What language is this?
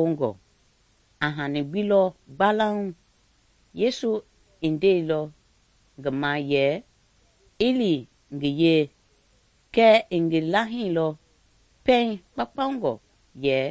Mende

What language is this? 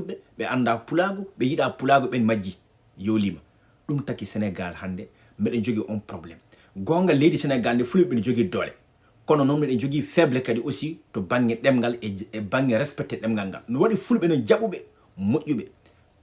Fula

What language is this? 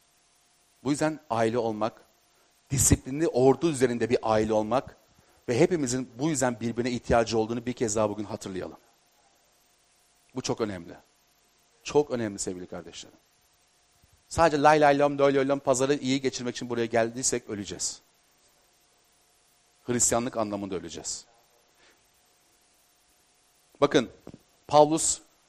Turkish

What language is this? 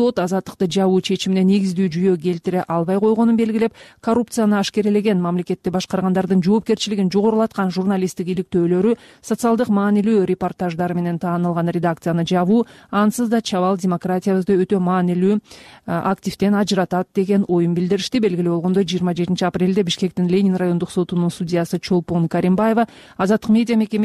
Kyrgyz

